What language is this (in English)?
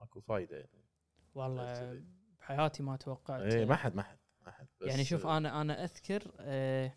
Gulf Arabic